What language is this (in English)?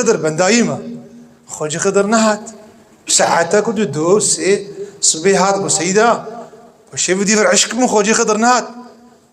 Kurdish